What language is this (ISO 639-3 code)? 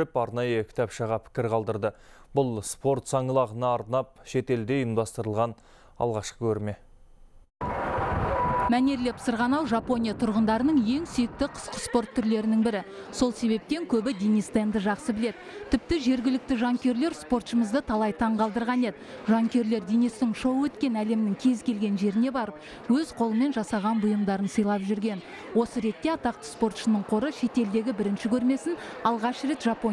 kaz